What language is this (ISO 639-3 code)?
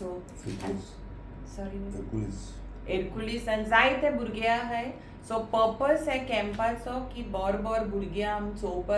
kok